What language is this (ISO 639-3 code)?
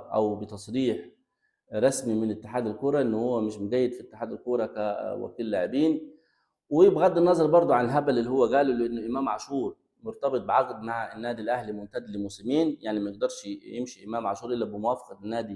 arz